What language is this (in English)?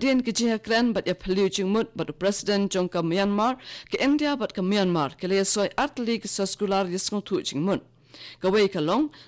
Khasi